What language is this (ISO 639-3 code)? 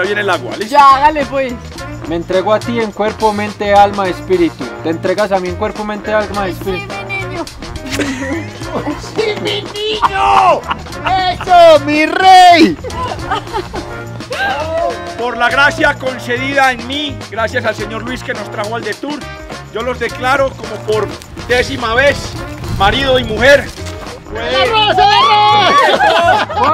spa